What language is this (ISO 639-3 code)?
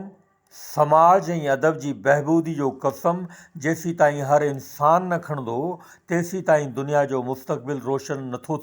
snd